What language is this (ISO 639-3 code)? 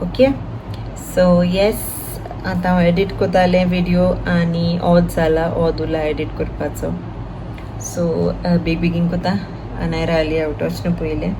kok